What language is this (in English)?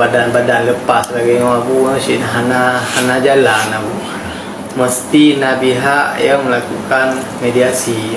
Achinese